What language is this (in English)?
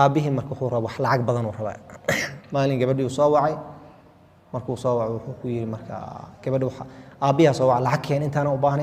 Somali